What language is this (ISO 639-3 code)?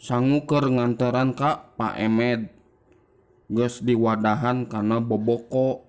sun